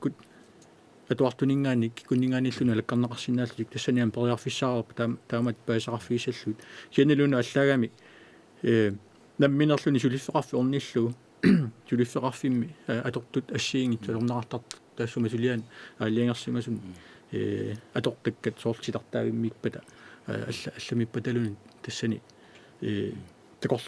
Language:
Kalaallisut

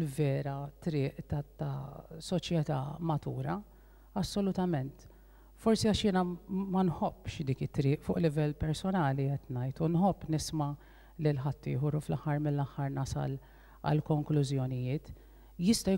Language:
Maltese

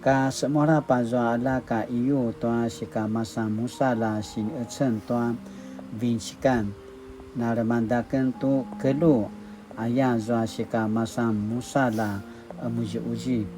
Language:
Paiwan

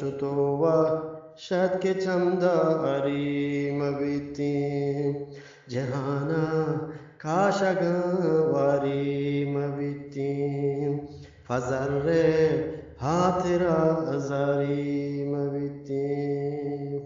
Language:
Eastern Balochi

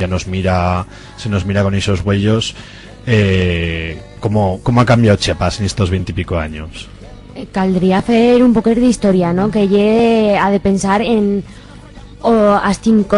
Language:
Aragonese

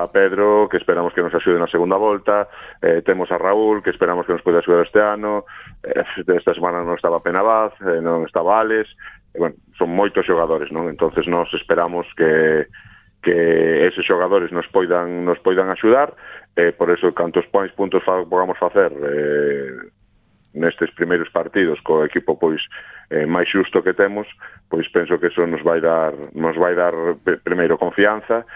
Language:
Galician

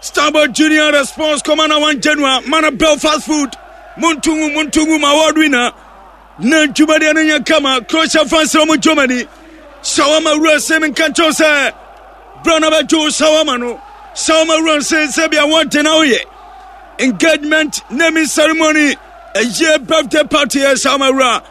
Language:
Akan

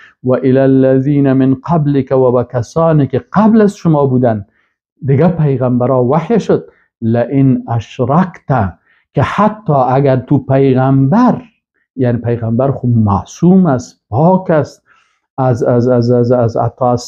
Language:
Persian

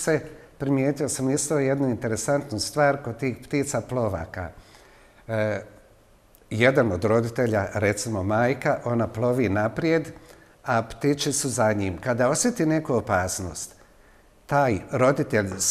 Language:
Bosnian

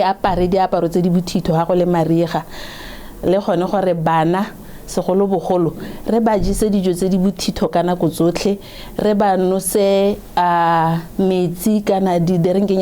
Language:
Tswana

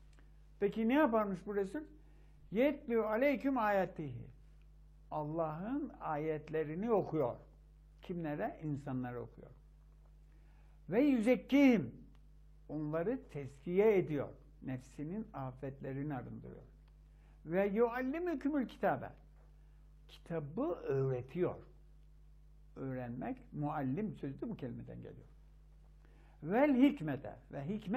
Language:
Turkish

